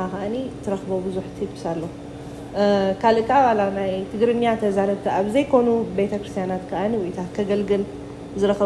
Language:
Tigrinya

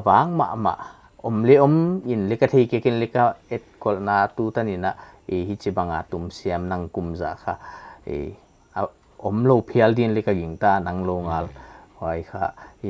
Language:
Paite Chin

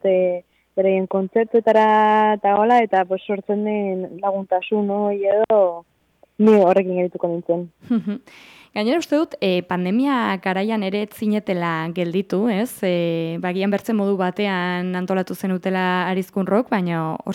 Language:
Basque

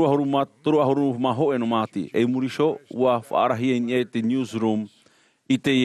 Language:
Tahitian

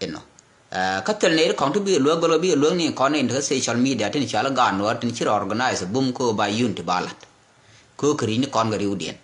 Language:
Nuer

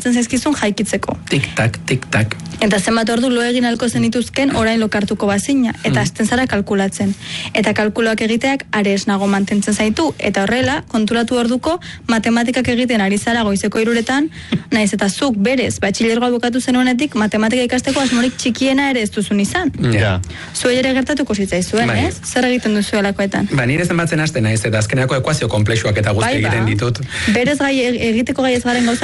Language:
Basque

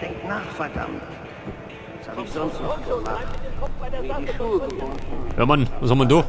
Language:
Bavarian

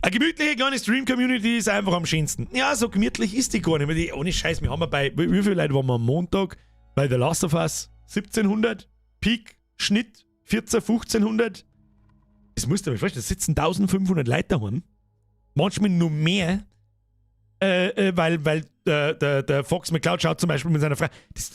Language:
Bavarian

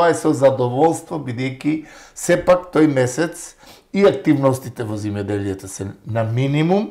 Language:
Macedonian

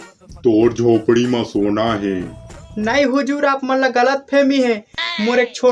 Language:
Chhattisgarhi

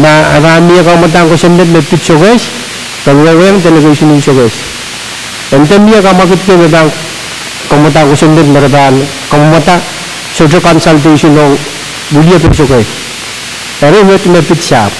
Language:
Pohnpeian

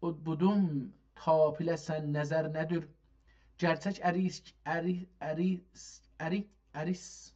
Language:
South Azerbaijani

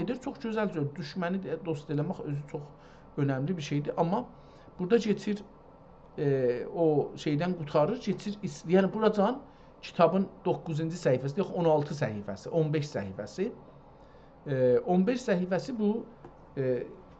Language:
South Azerbaijani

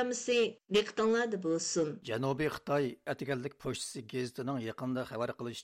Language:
Uyghur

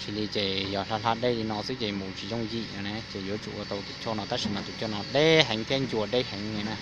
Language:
Hmong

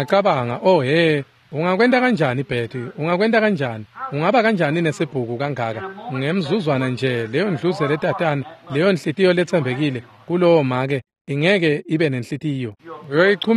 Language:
Swati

